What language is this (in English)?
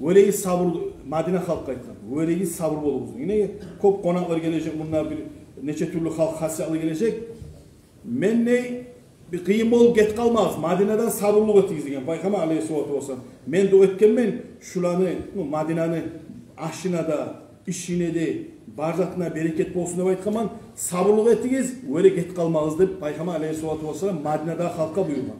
Kumyk